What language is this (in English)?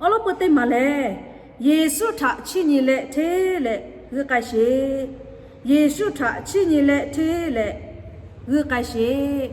Lahu